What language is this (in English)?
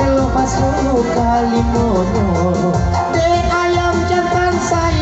Minangkabau